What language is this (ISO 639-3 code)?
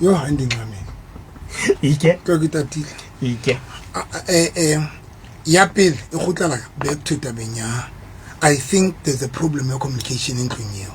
sot